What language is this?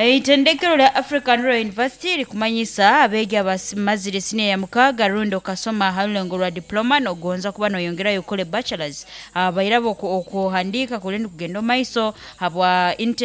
Nyankole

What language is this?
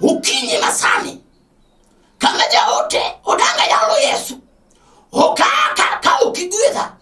Luo (Kenya and Tanzania)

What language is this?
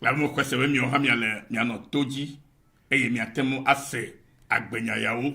Ewe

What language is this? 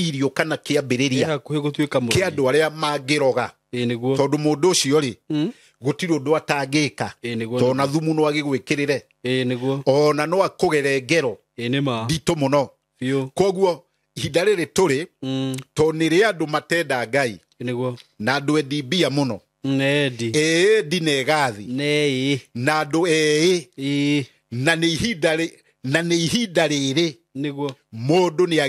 Kikuyu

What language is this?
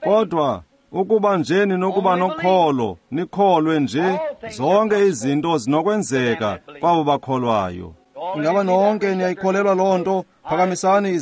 Xhosa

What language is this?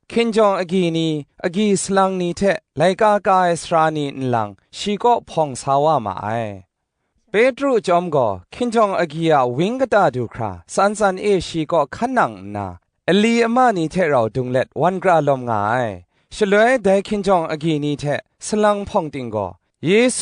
Kachin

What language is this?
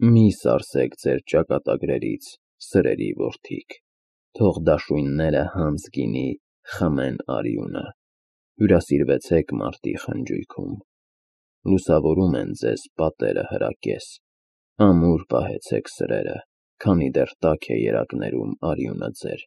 Armenian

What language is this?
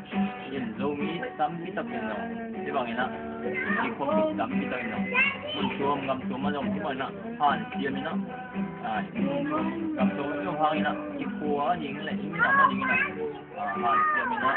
Tedim Chin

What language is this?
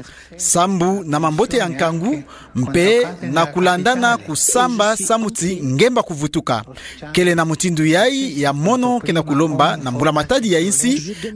Kituba (Democratic Republic of Congo)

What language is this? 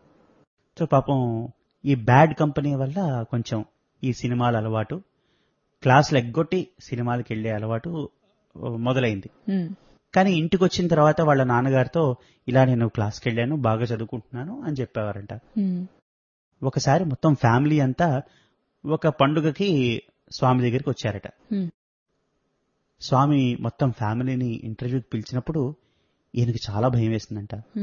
Telugu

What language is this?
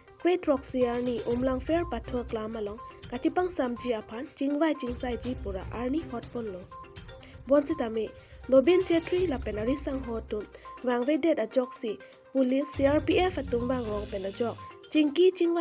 Karbi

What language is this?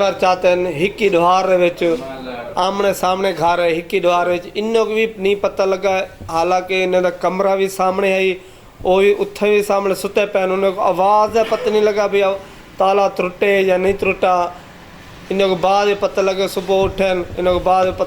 Saraiki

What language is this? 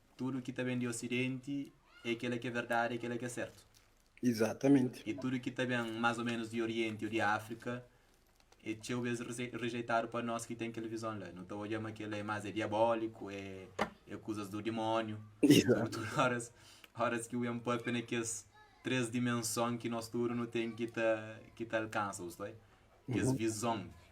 Kabuverdianu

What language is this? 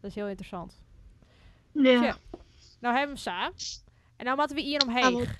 Western Frisian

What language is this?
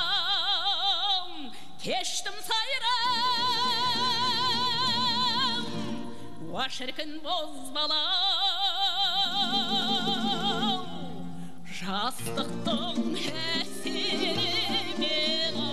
Kazakh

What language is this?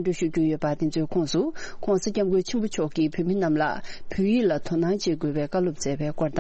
Tibetan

